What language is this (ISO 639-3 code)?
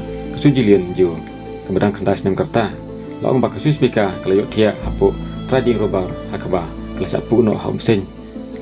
kha